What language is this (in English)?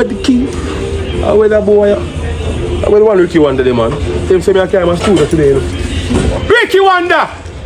Jamaican Creole English